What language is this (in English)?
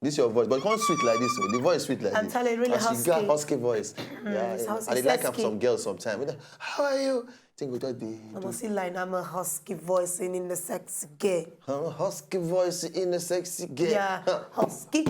Nigerian Pidgin